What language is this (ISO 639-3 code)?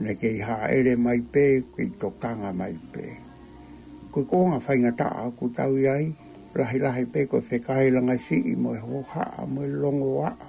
ton